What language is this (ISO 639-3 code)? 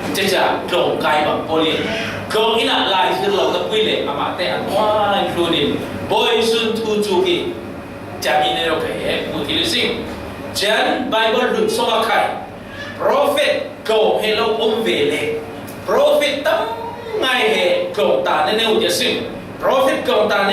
cfm